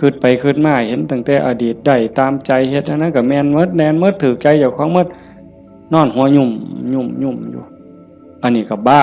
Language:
Northeastern Thai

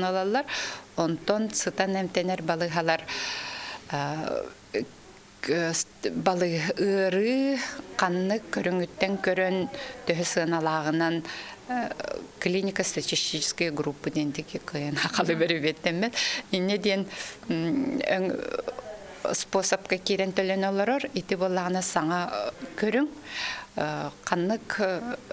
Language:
Yakut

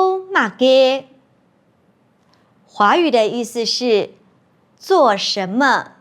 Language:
Hakka Chinese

